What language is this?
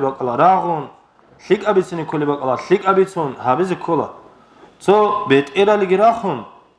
Avaric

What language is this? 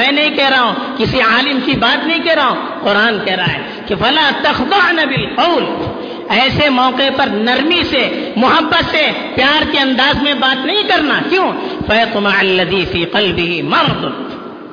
Urdu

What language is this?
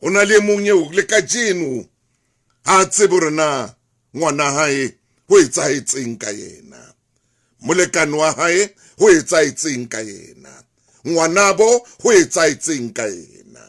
Southern Sotho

